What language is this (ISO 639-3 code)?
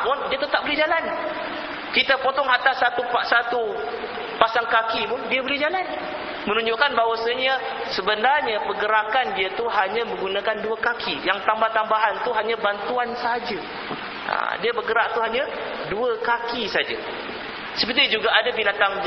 msa